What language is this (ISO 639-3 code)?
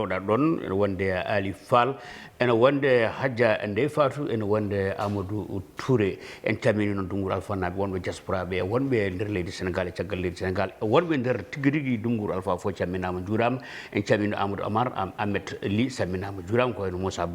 ful